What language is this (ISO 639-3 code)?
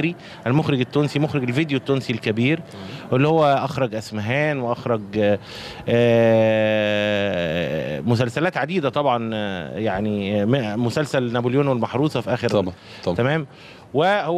arz